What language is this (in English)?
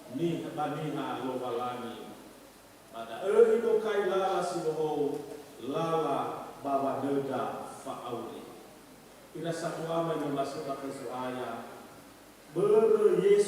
Nias